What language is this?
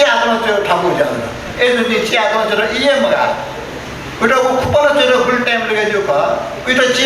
Newari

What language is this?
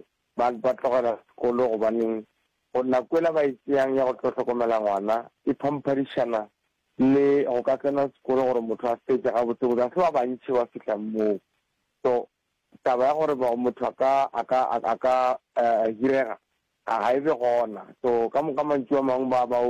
Northern Sotho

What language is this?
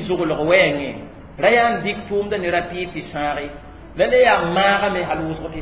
Mossi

